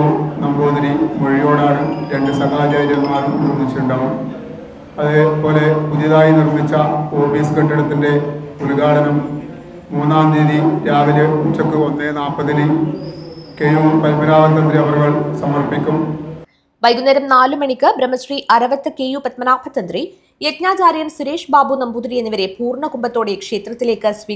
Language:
Malayalam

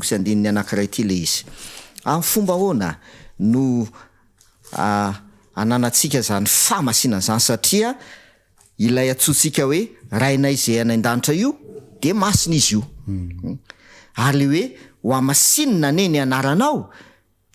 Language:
Malagasy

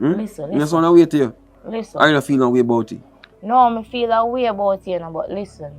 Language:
Jamaican Creole English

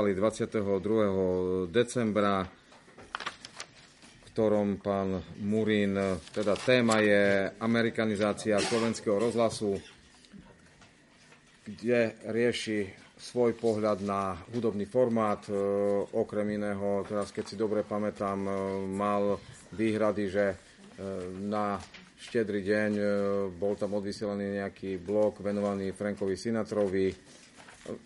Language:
Slovak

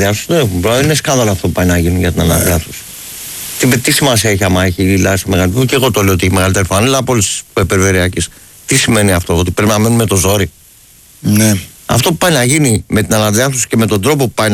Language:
Greek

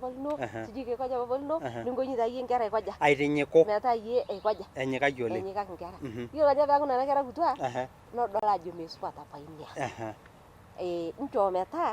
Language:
Masai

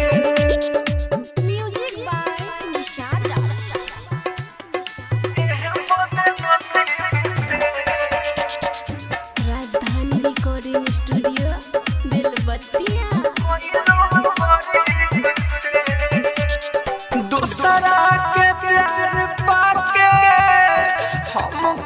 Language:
Bhojpuri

